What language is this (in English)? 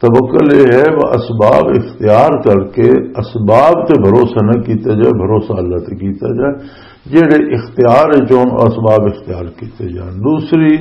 Western Panjabi